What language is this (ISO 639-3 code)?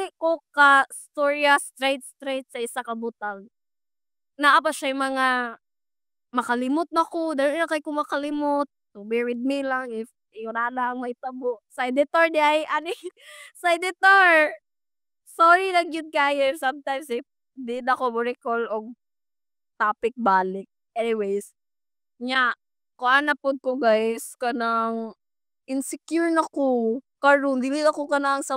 ceb